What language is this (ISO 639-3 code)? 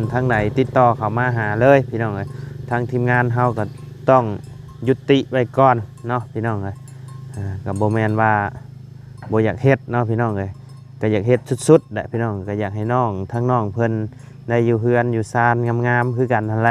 lao